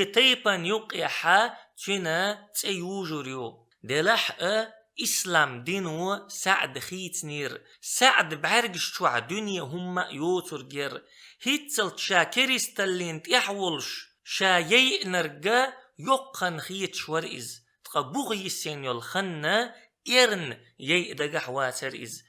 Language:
Chechen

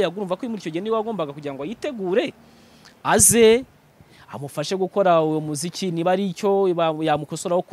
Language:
Kinyarwanda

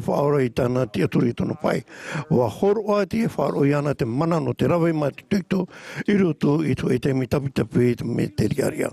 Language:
Tahitian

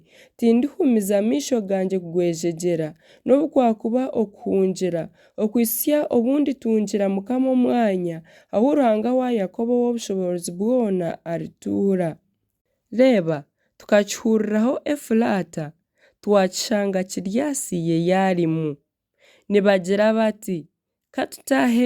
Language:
Nyankole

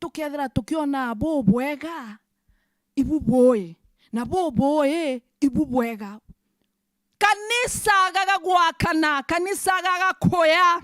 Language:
Meru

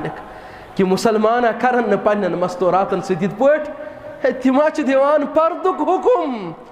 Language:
Kashmiri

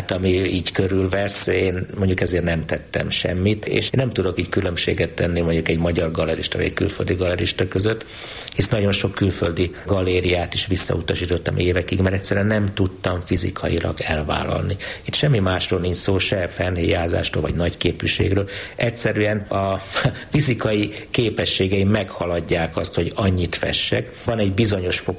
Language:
Hungarian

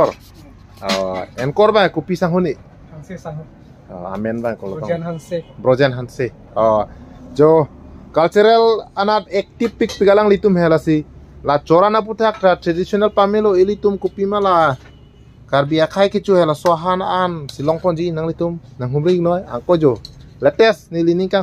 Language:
Karbi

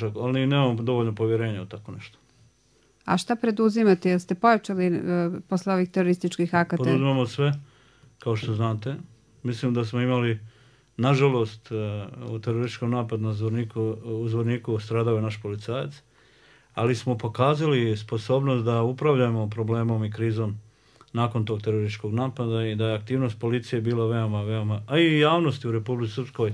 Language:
Bosnian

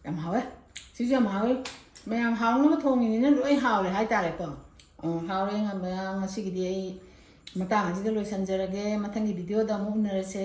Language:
Manipuri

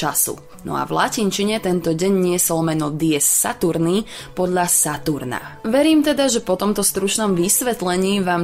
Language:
Slovak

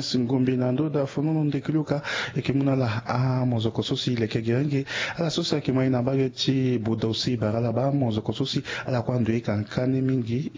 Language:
Sango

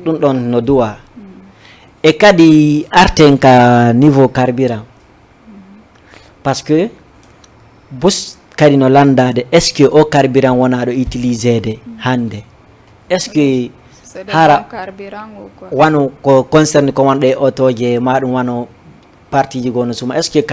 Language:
Fula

